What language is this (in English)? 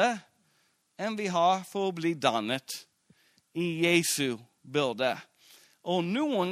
Norwegian